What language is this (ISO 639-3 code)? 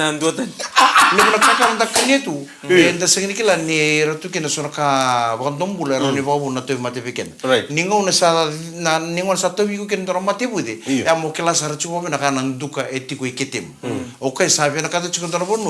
fij